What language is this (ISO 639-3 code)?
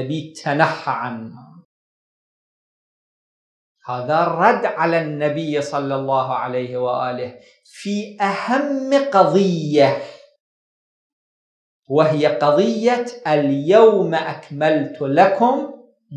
ara